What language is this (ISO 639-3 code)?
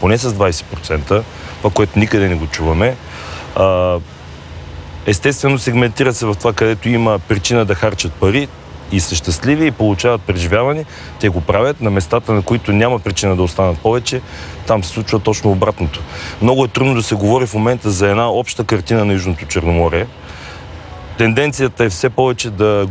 bul